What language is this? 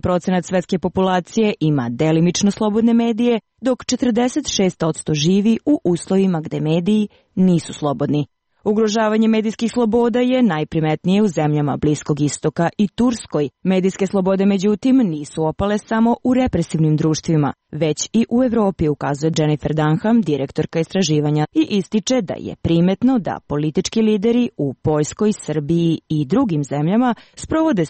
Serbian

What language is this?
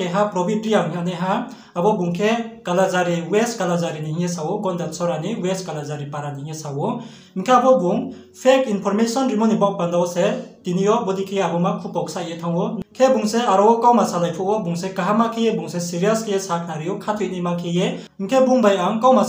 Riang (India)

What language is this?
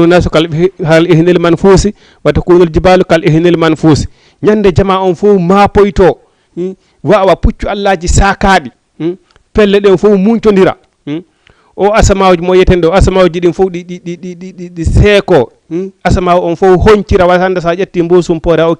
Fula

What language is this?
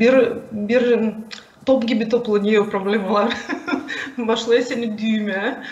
Gagauz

